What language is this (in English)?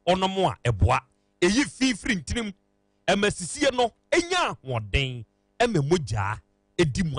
Akan